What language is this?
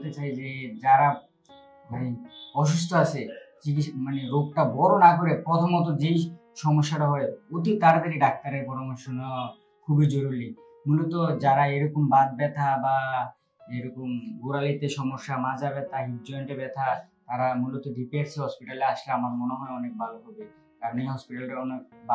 Bangla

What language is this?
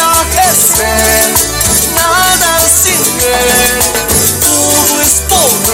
Imbabura Highland Quichua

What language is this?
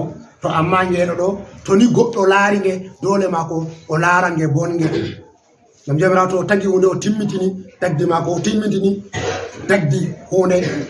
Fula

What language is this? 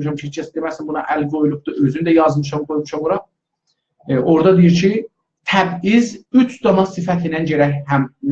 South Azerbaijani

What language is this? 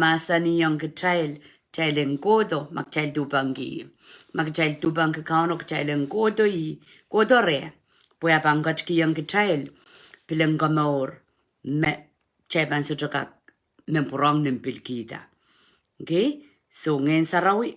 Pohnpeian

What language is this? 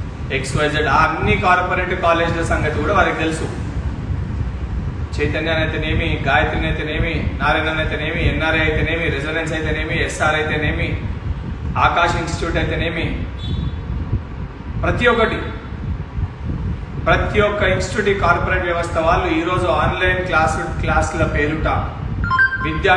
Telugu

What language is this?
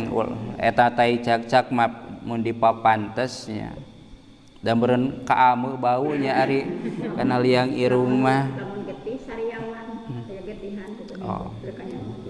Sundanese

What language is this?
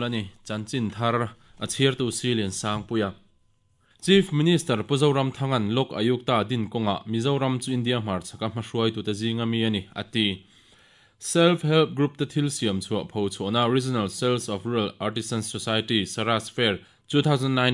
Mizo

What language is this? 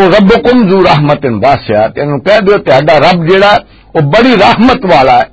Western Panjabi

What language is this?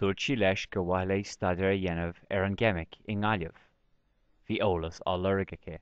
Irish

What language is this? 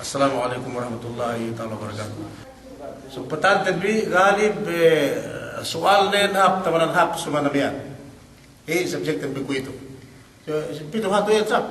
Yakan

